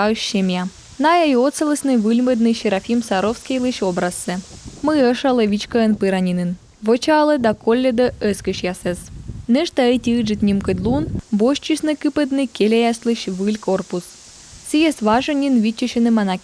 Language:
Komi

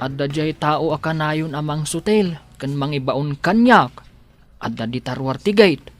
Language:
Iloko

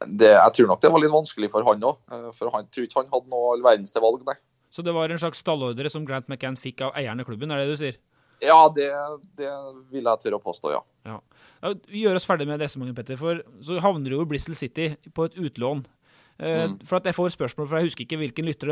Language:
Norwegian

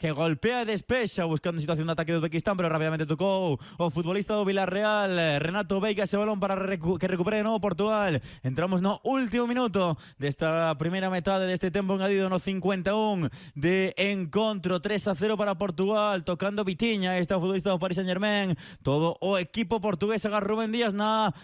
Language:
Galician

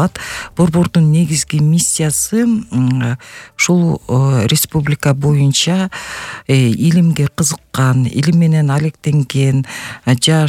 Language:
Kyrgyz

